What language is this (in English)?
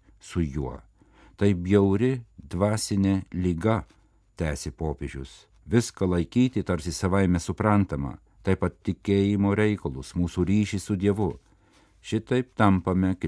Lithuanian